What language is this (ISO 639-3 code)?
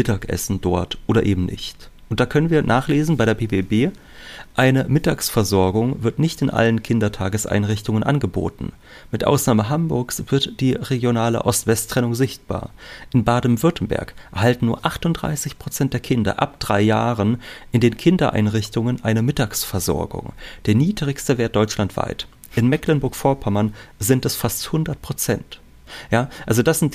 deu